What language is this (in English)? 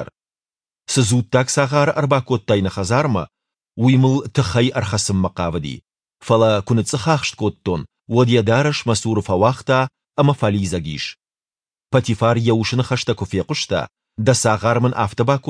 Ossetic